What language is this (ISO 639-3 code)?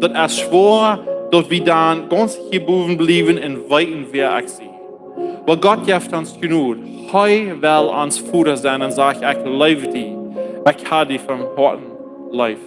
pdt